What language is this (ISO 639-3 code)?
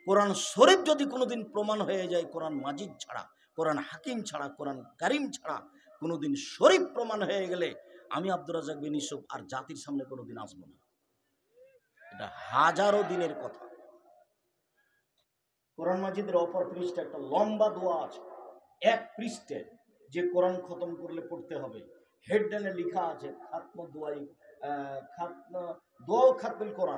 ben